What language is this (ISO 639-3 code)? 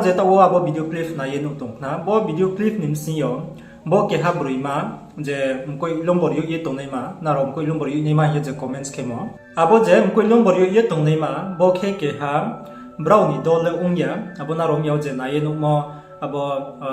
ria